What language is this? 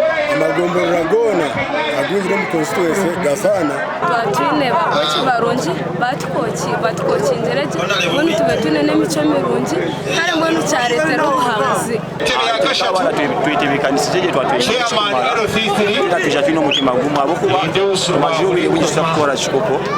Nyankole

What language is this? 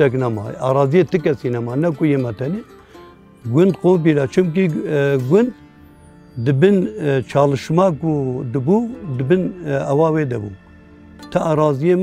Kurdish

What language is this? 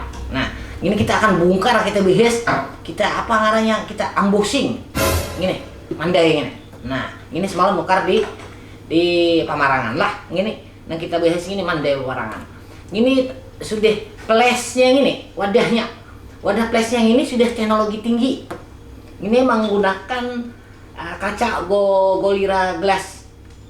Banjar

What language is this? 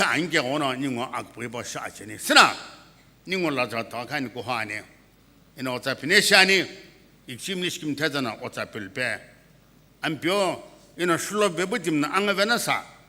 Sumi Naga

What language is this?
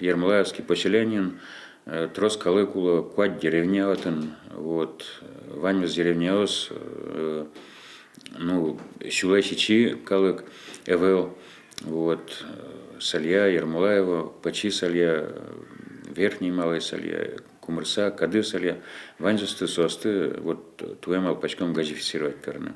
Udmurt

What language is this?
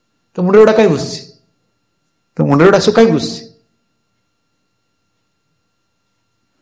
Odia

